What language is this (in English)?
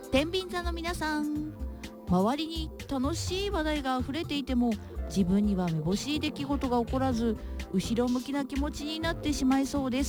Japanese